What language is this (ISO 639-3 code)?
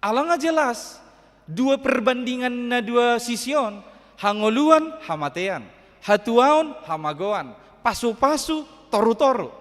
bbc